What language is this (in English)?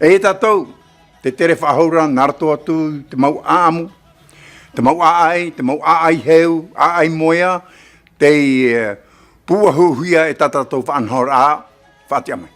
Tahitian